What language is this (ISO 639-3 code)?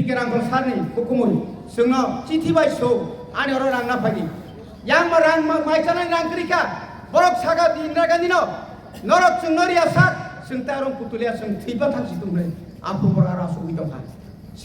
trp